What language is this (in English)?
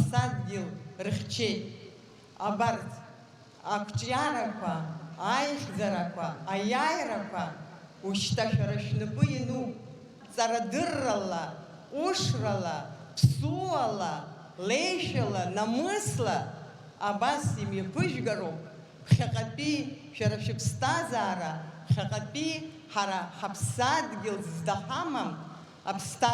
Abkhazian